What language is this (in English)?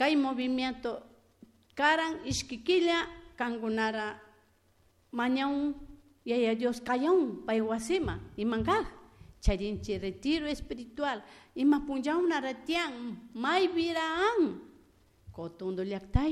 Chimborazo Highland Quichua